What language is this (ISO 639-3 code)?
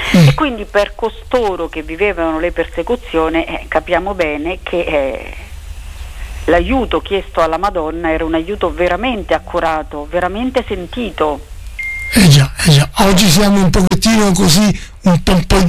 ita